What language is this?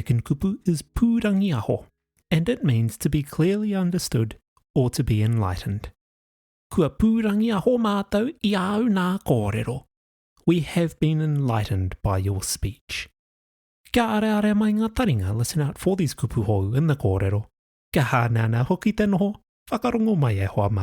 Māori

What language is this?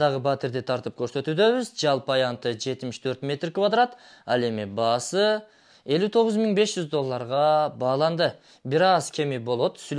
Kyrgyz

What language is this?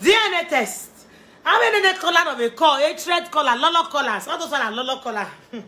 Nigerian Pidgin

